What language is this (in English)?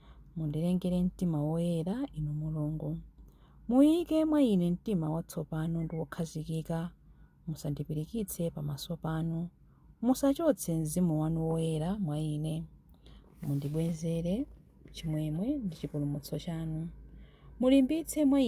Nyanja